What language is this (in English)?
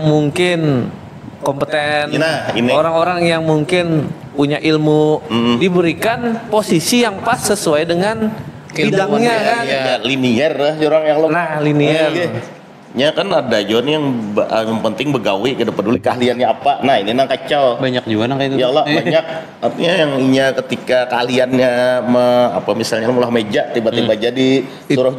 Banjar